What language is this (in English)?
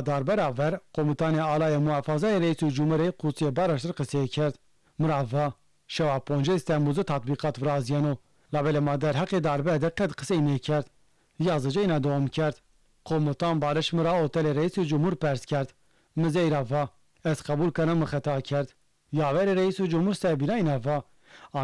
Zaza